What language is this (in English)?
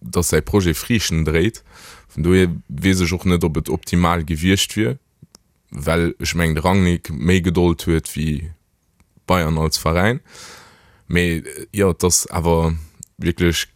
Luxembourgish